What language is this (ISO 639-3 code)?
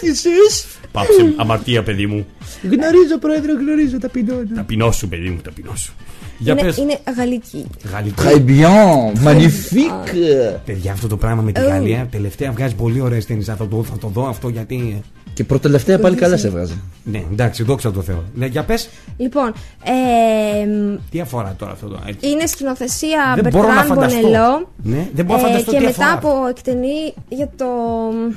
ell